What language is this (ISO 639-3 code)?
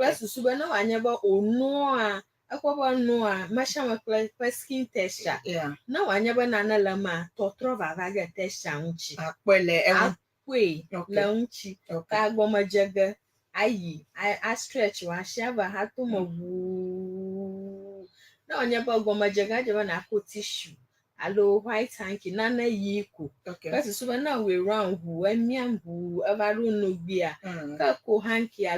ewe